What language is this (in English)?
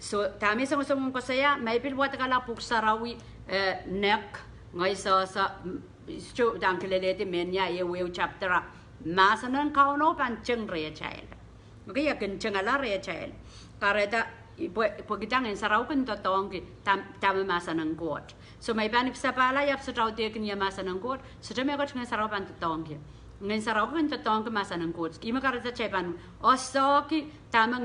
Pohnpeian